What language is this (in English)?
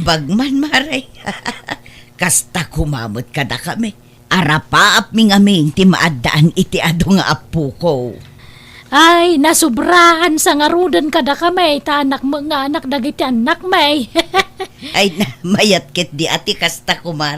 Iloko